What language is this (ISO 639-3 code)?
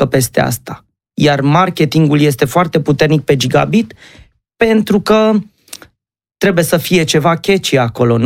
ron